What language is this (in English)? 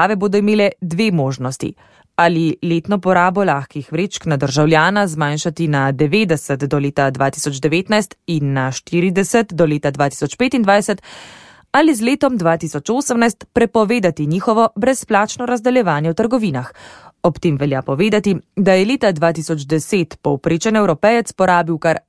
Slovenian